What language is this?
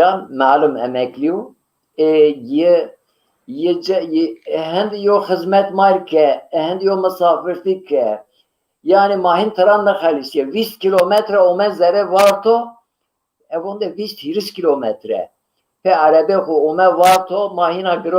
Zaza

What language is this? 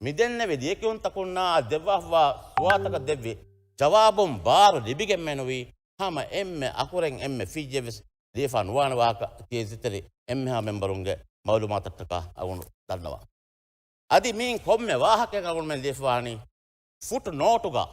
Divehi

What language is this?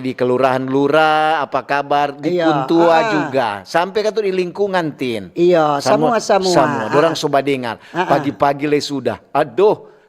Manado Malay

